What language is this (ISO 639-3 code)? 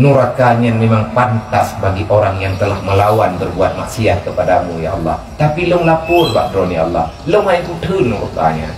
ace